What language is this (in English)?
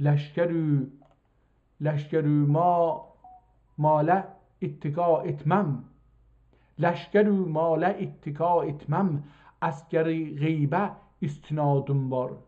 South Azerbaijani